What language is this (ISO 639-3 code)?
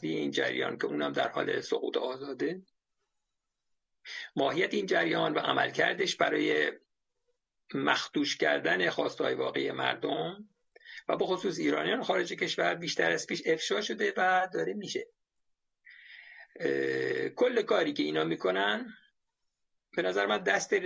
fas